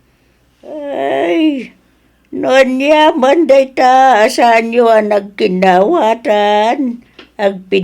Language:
Iloko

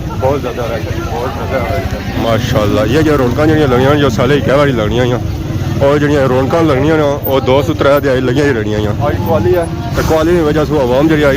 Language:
Pahari-Potwari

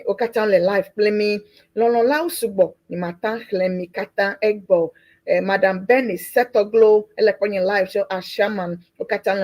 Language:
Ewe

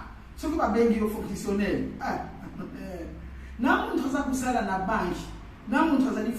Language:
Lingala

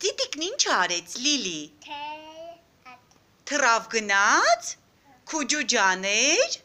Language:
Armenian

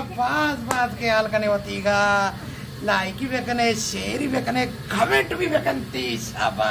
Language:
Baluchi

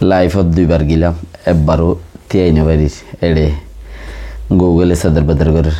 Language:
Rohingya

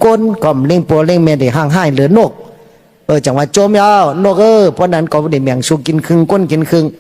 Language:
Shan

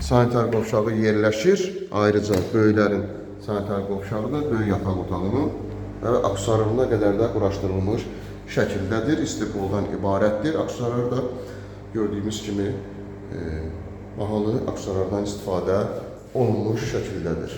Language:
Azerbaijani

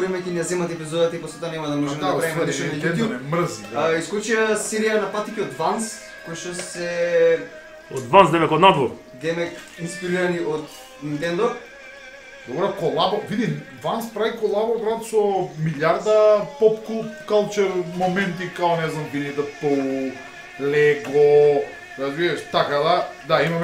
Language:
Macedonian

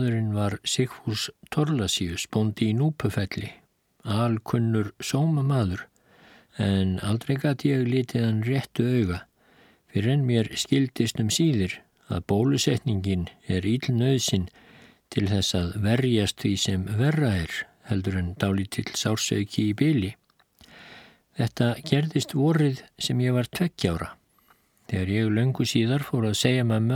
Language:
Icelandic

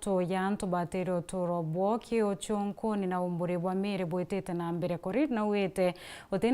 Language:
Meru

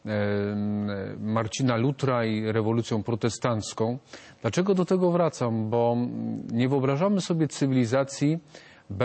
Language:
Polish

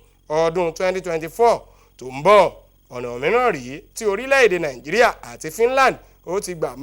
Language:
Yoruba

